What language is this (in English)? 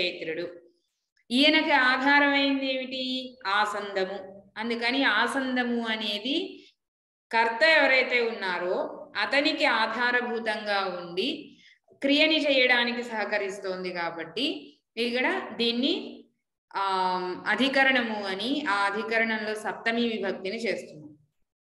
Telugu